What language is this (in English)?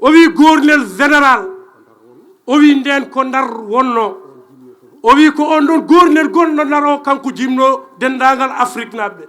Fula